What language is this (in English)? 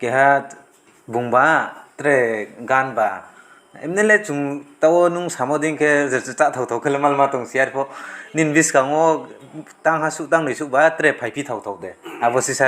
Riang (India)